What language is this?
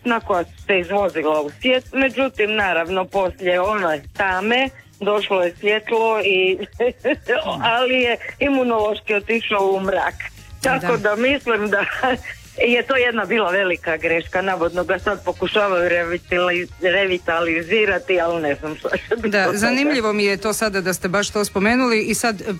Croatian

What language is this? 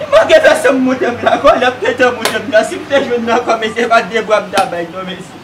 Haitian Creole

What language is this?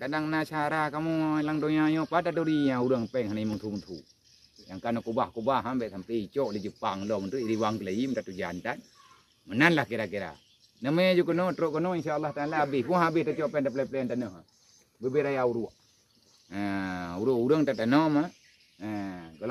Achinese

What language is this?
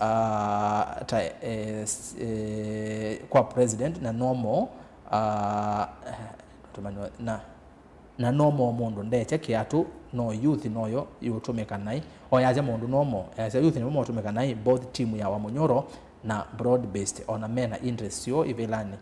Kamba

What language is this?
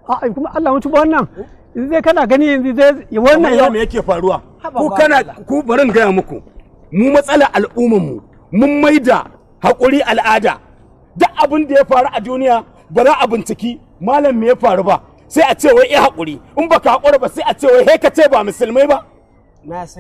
Hausa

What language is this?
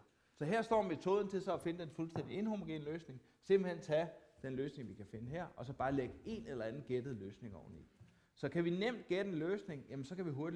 Danish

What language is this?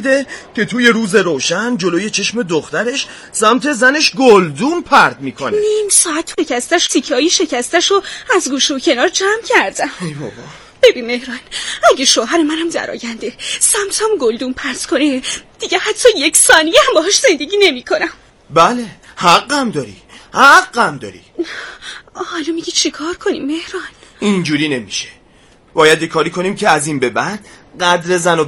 Persian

